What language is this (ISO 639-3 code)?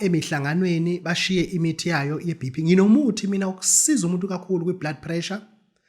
zul